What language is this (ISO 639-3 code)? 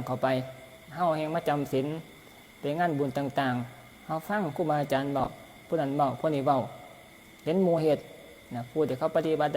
tts